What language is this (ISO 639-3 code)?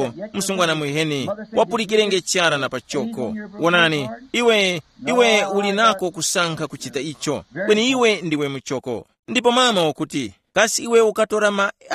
tum